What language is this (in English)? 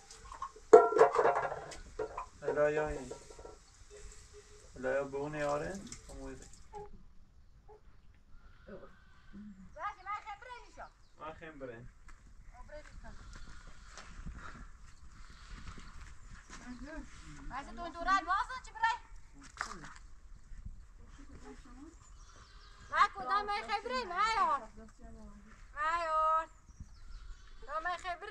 Persian